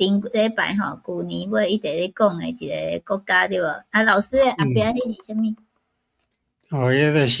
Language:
Min Nan Chinese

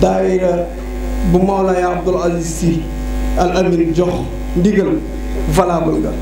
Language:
Wolof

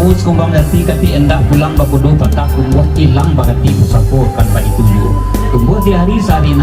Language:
Minangkabau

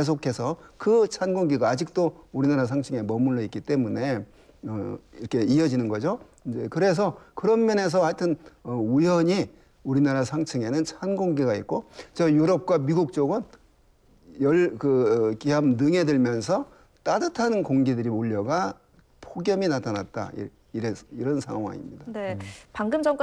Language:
Korean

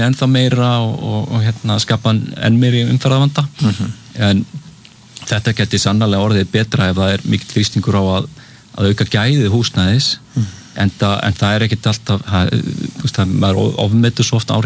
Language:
Icelandic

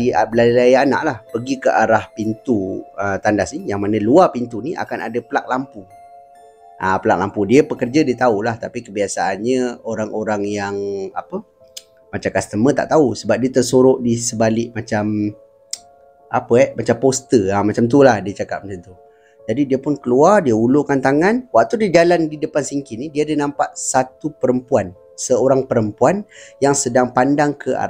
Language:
Malay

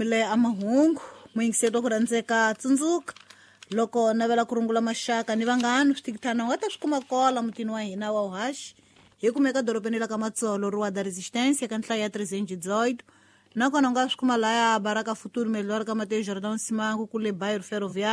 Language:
Tsonga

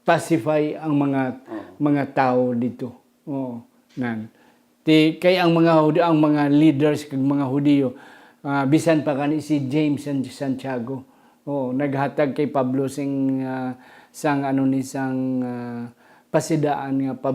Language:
Hiligaynon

